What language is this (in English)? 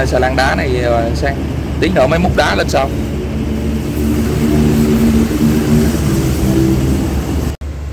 Vietnamese